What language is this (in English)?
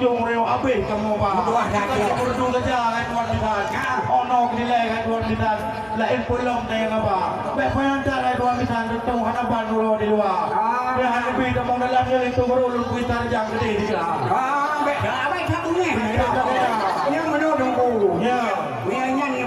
Achinese